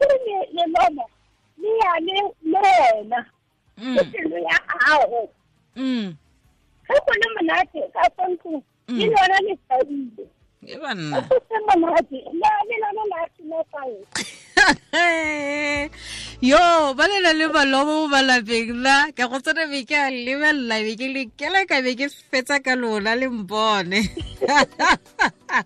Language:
Tswana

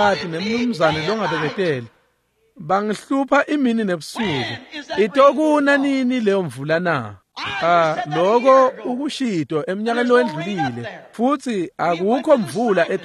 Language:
Swati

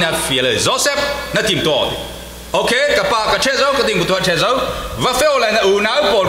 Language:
Falam Chin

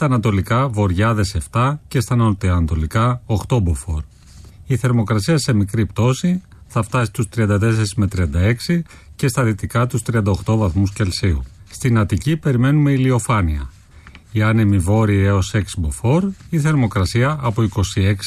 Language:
Greek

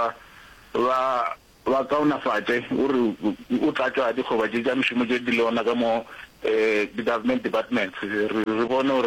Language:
Northern Sotho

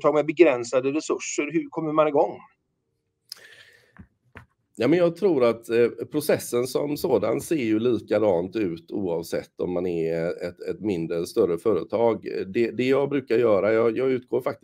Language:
Swedish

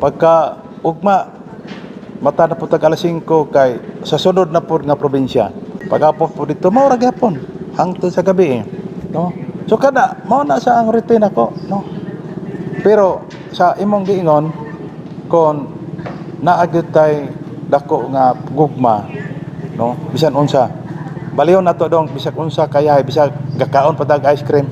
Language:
Cebuano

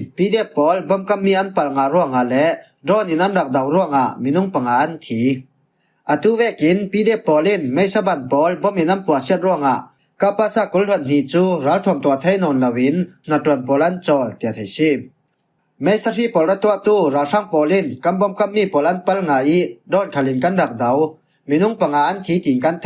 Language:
Falam Chin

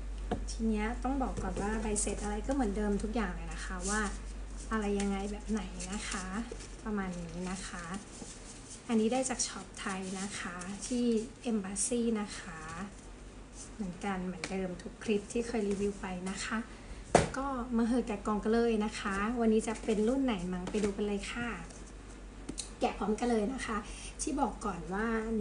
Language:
Thai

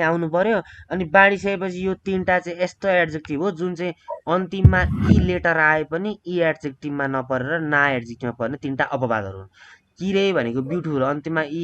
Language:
Nepali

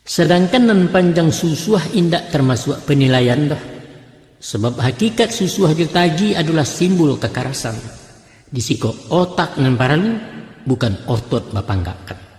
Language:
Minangkabau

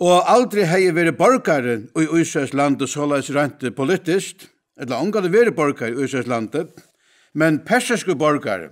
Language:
Faroese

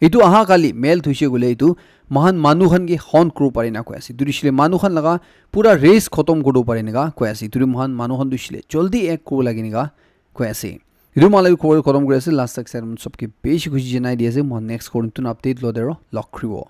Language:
Naga Pidgin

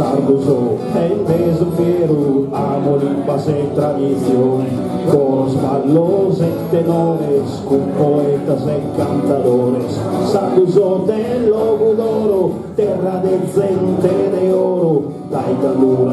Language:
Sardinian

